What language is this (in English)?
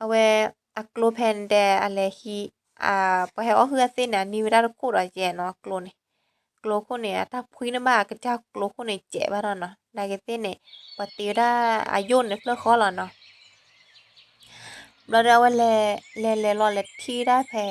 S'gaw Karen